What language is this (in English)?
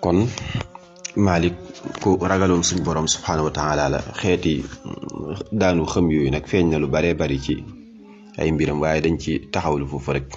Wolof